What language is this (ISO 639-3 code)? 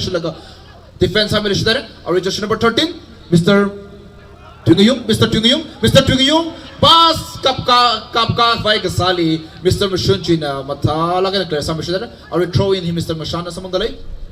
nmf